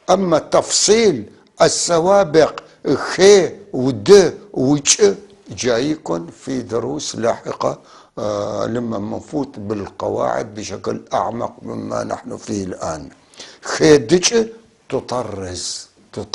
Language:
North Levantine Arabic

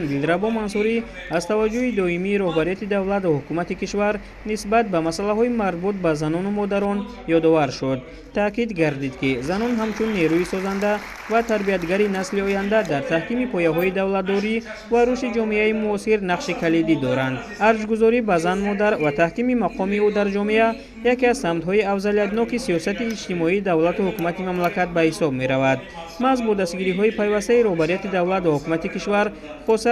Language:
Tajik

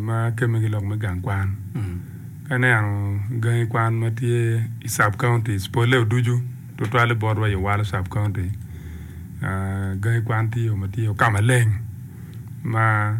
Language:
Acoli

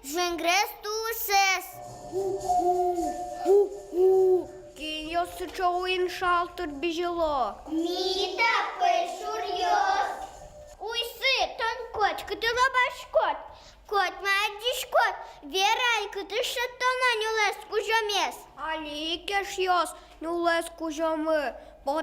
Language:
Udmurt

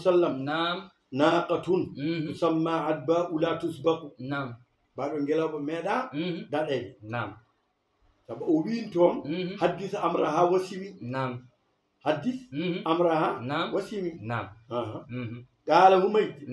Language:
Fula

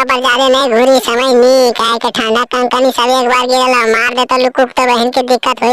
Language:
Magahi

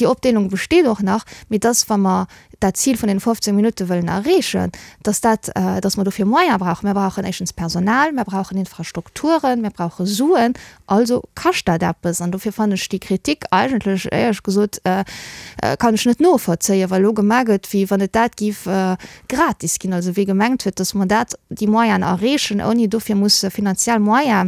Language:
Luxembourgish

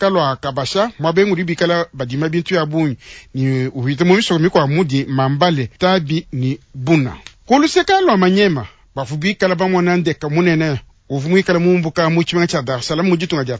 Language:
Luba-Lulua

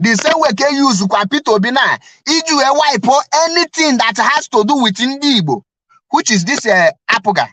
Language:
Igbo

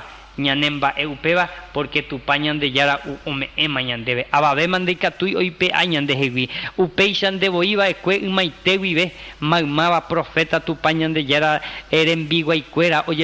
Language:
Guarani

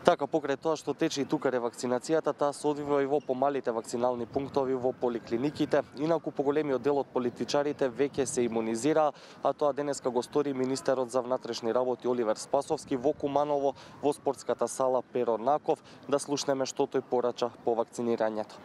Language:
Macedonian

